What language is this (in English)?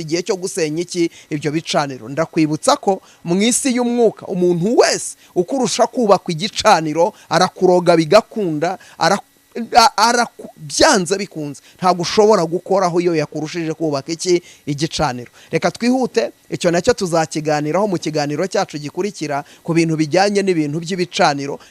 Kinyarwanda